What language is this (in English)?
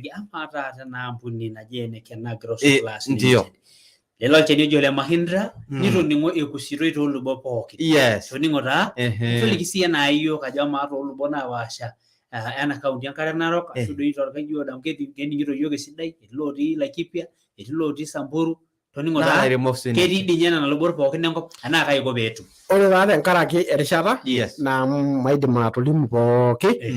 Masai